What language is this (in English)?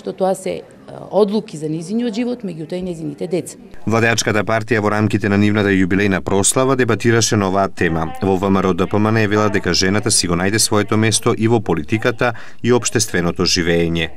Macedonian